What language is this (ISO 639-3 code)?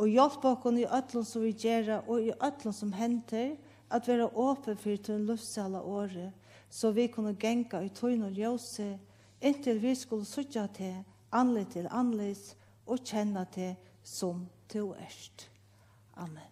fao